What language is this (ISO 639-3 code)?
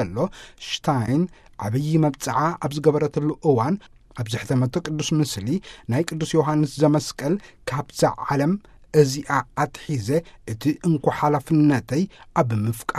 tir